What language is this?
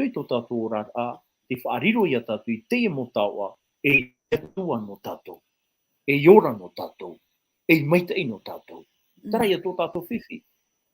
Tahitian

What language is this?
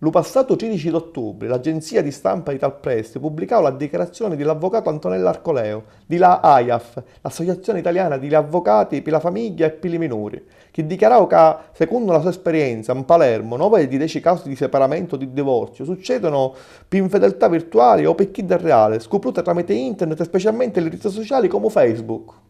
Sicilian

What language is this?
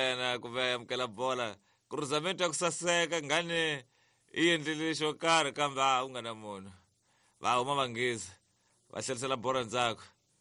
Tsonga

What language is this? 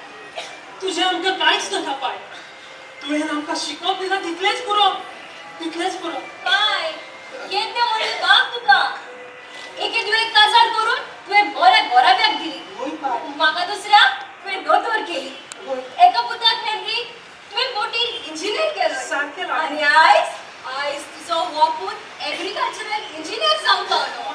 Konkani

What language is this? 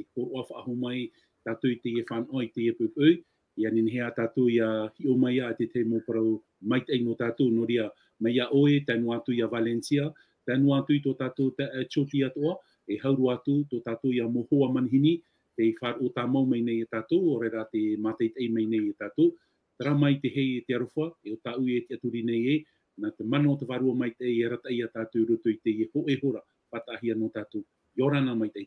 Tahitian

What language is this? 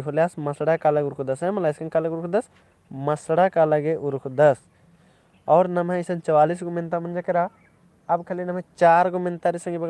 Kurukh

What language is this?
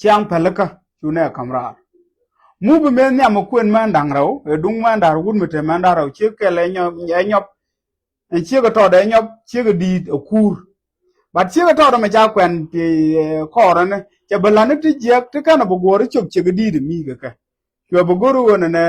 Nuer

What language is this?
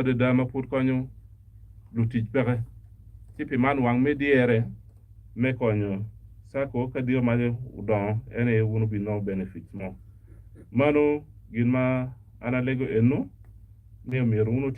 Acoli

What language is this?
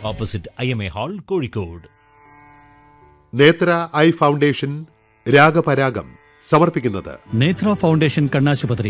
Malayalam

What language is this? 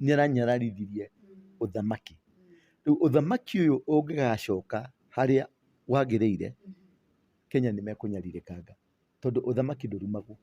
Kikuyu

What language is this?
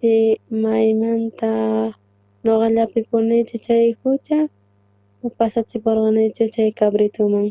South Bolivian Quechua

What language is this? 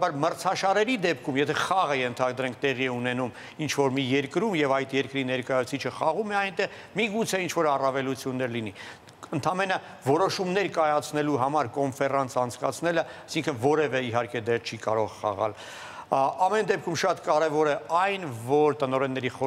Armenian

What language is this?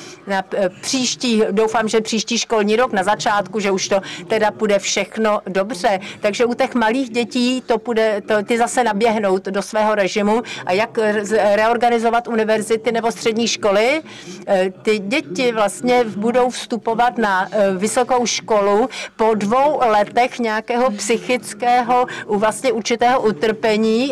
Czech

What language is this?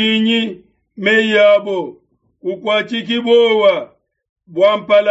Luba-Lulua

